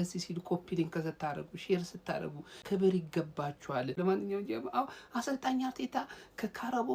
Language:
Amharic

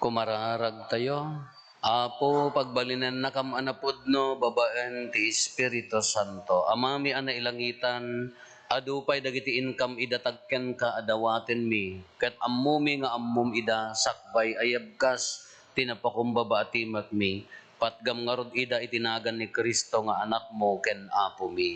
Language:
Iloko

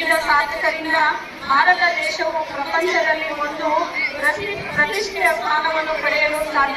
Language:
Kannada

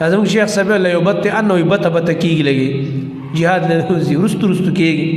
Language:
Pashto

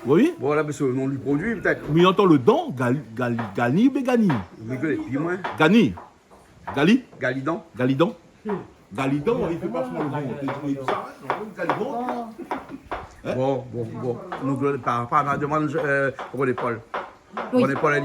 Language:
Réunion Creole French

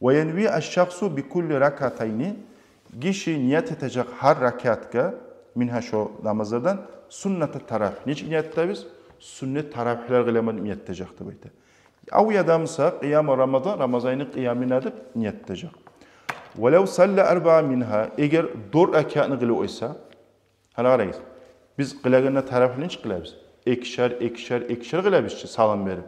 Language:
Kumyk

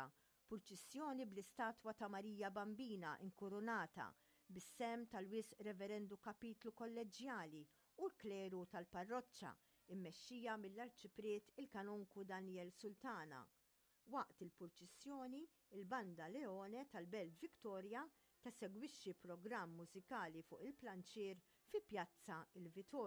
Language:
Maltese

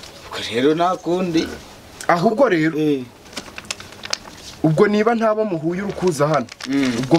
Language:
Kinyarwanda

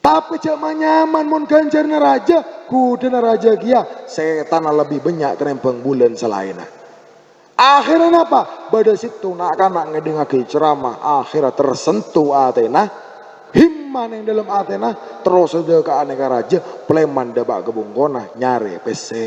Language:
Madurese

